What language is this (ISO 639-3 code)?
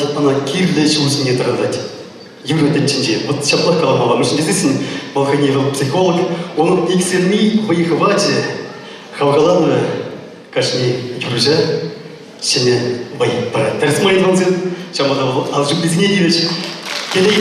chv